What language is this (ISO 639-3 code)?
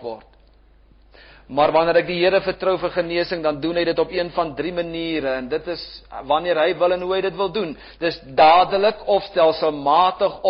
afr